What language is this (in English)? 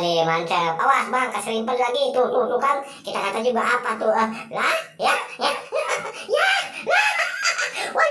Betawi